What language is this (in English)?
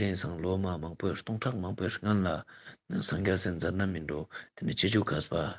Ladakhi